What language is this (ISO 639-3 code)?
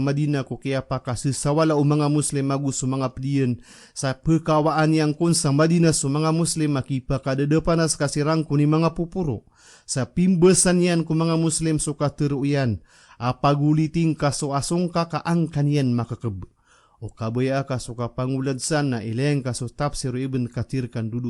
mrw